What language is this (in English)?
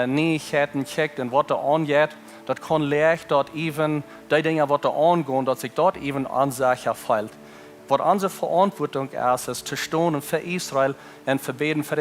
Plautdietsch